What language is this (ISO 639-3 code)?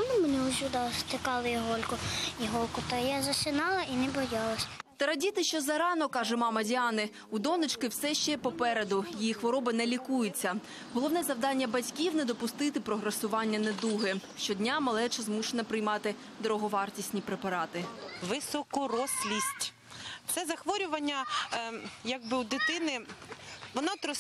ukr